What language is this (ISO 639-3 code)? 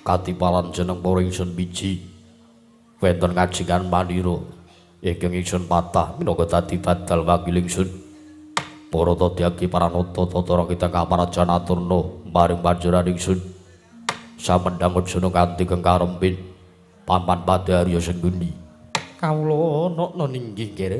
jav